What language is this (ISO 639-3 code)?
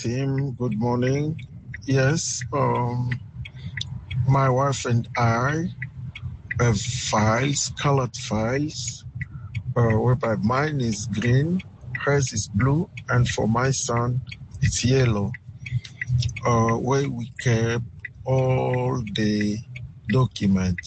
eng